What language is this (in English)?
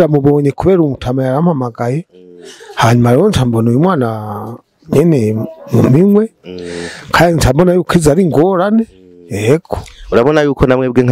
Rundi